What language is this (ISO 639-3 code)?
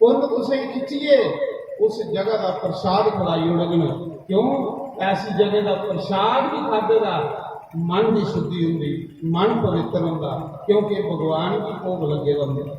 doi